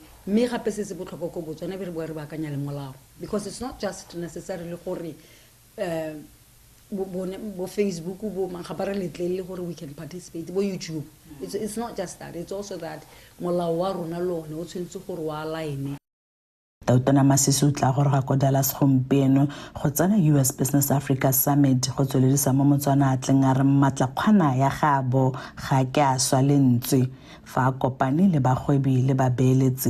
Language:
Tswana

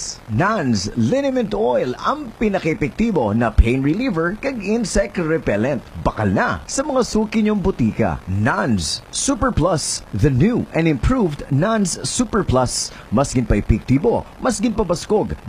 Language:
Hiligaynon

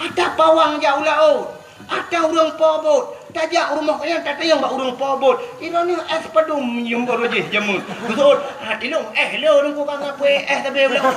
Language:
Achinese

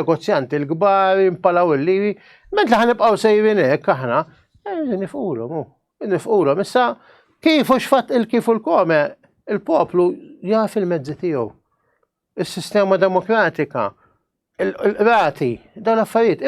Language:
Maltese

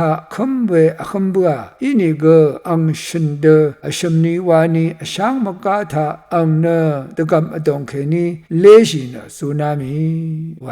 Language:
Rawang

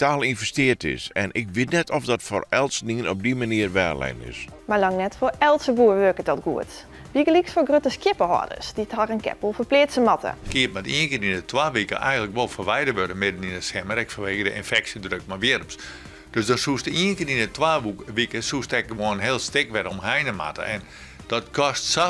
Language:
Western Frisian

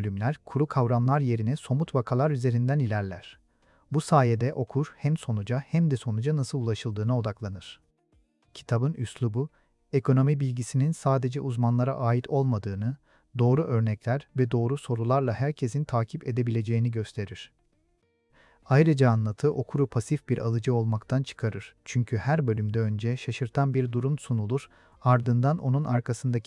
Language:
Turkish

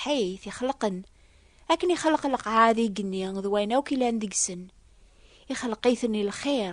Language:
Kabyle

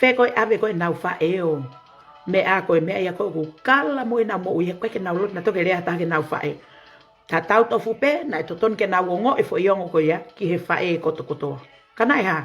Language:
Tongan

